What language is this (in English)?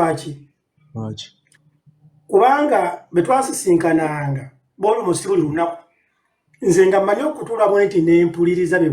Ganda